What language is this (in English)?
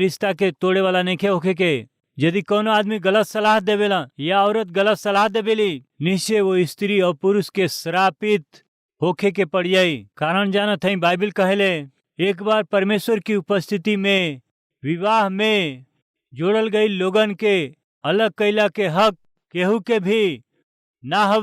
Bhojpuri